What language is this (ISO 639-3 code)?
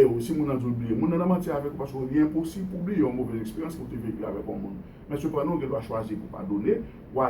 hat